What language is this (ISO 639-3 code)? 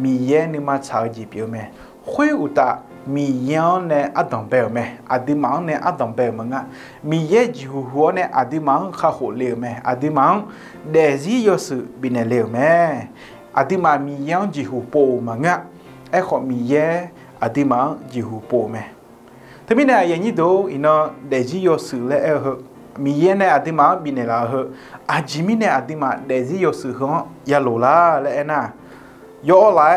ahk